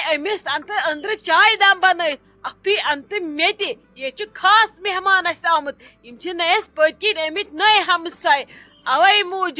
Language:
Kashmiri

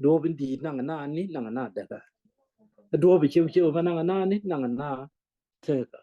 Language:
Nuer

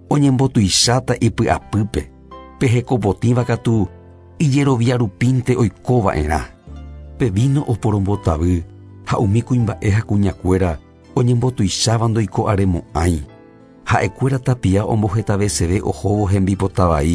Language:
Guarani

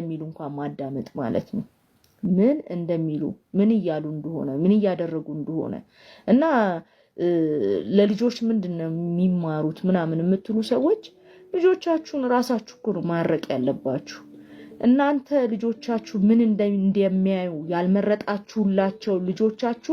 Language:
Amharic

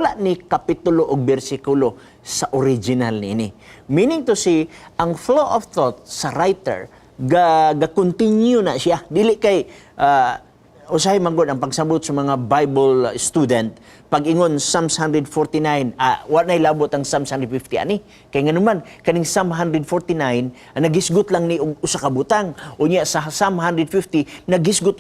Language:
Cebuano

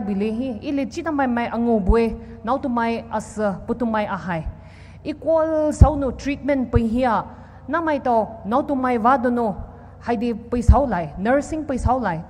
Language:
Poumei Naga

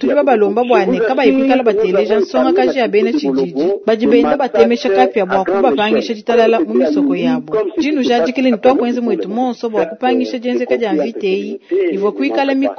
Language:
Luba-Lulua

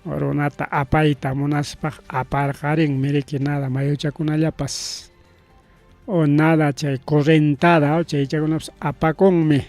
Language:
Ayacucho Quechua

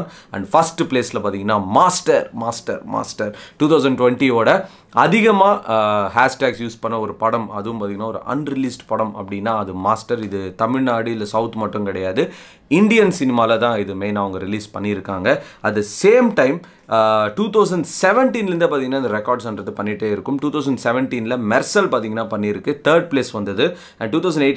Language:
Tamil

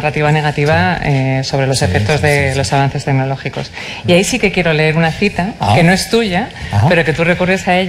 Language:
Spanish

